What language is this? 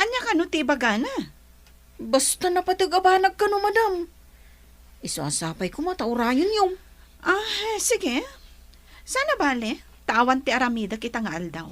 Iloko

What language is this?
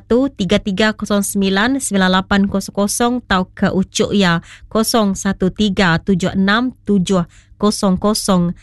Iban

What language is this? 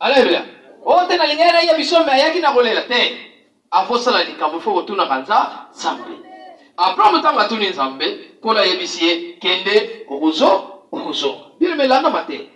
Lingala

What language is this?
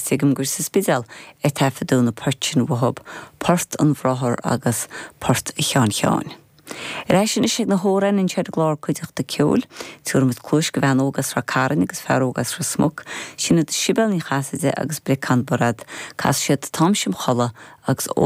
Irish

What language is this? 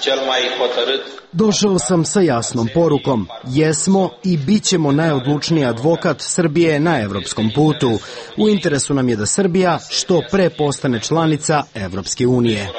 Serbian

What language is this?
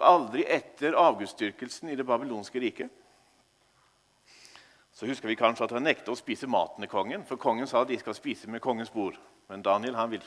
Norwegian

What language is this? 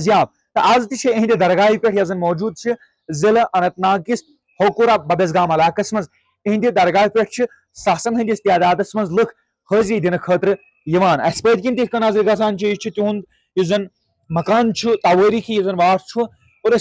Kashmiri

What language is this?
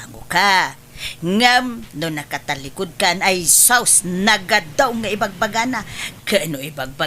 Iloko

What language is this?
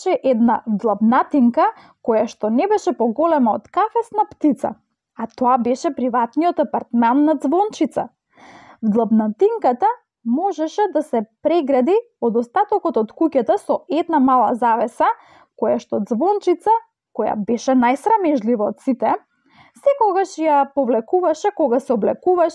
Macedonian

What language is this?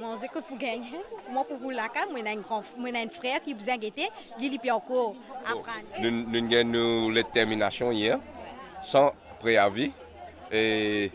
Morisyen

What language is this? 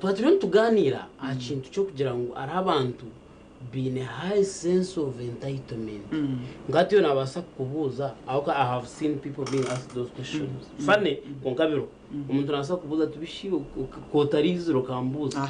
Nyankole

